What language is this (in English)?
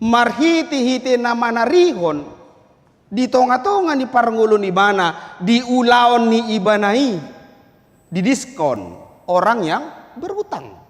Batak Toba